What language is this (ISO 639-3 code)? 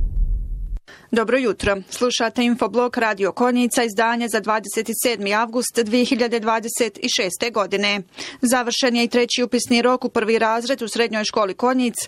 bos